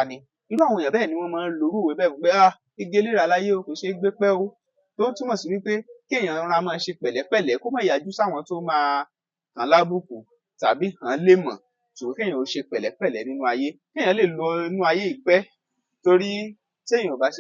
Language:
Yoruba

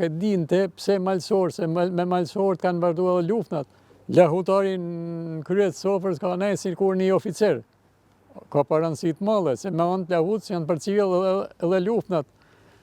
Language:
Albanian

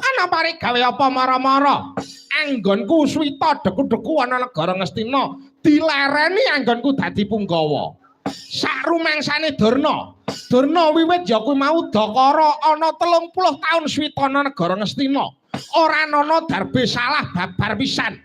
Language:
Javanese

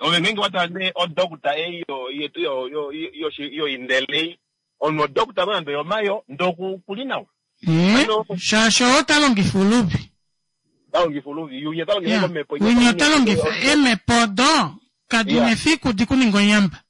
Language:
Kuanyama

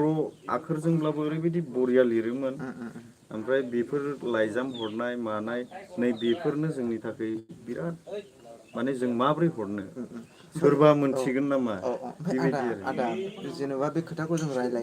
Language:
Bodo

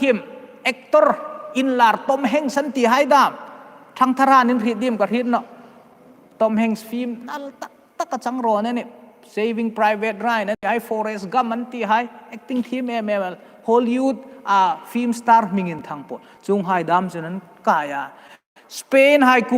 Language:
Hmar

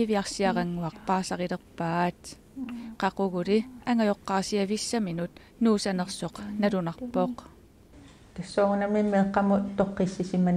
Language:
Kalaallisut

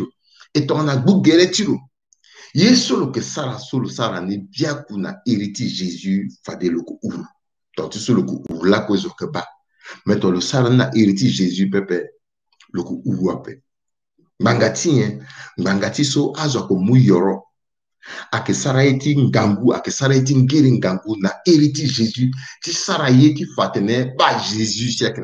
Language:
Sango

